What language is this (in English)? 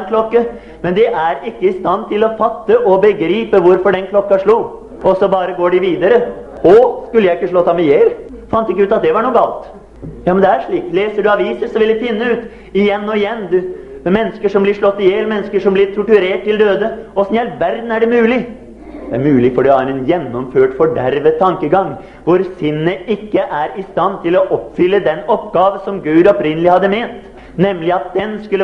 Norwegian